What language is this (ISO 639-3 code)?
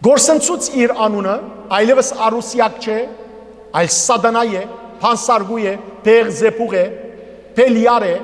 hyw